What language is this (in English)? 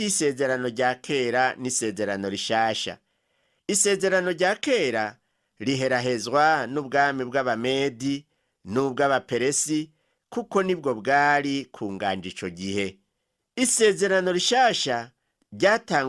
Rundi